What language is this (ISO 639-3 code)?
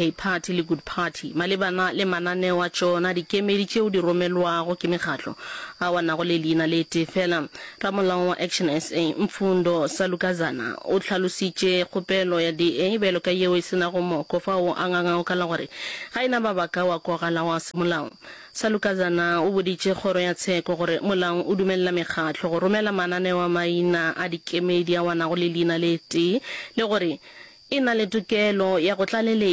nso